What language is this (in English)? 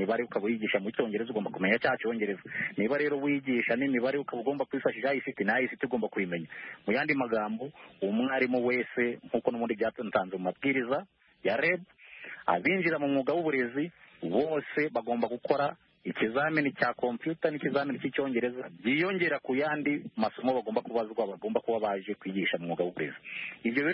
Kinyarwanda